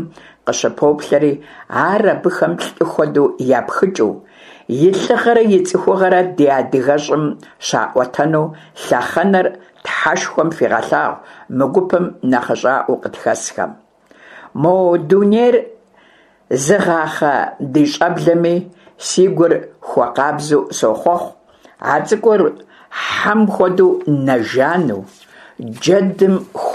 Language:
Kabardian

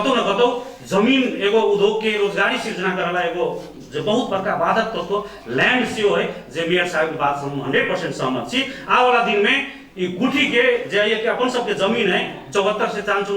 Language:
Maithili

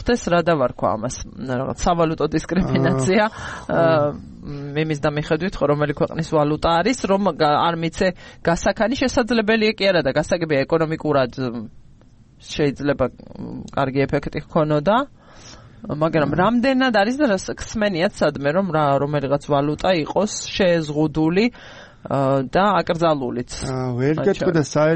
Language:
Georgian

